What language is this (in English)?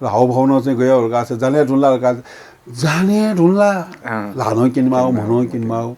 Newari